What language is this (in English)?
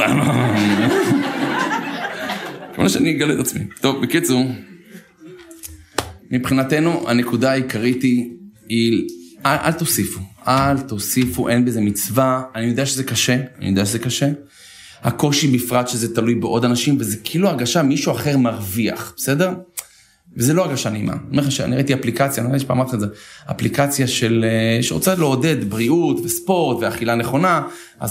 Hebrew